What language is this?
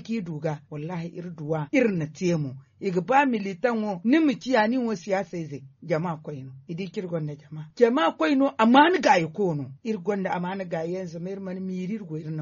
Zarma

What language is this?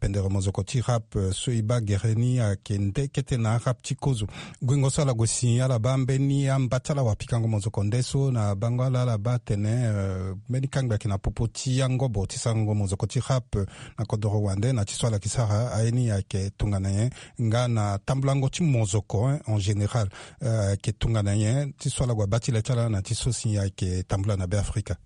Sango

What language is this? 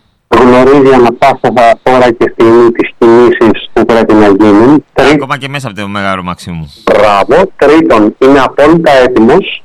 Greek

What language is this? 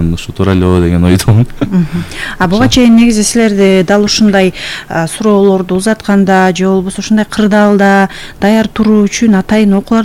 Kyrgyz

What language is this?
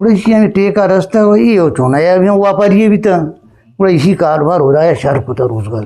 Eastern Balochi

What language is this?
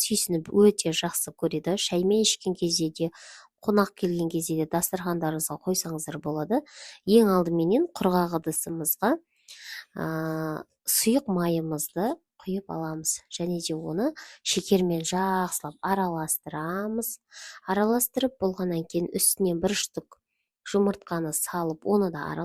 Kazakh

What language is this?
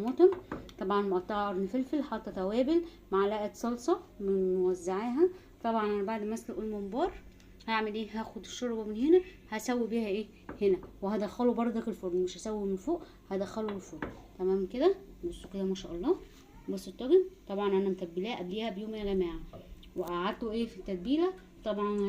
Egyptian Arabic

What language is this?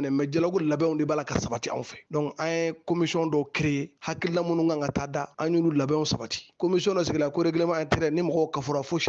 Bambara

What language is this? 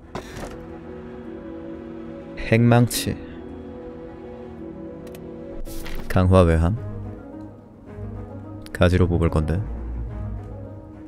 Korean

